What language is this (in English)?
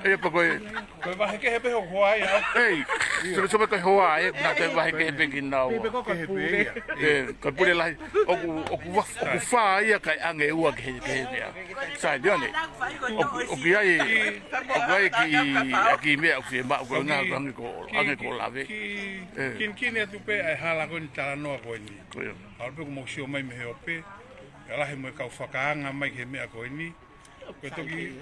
Tongan